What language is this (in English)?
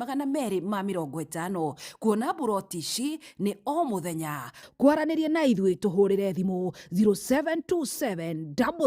Kikuyu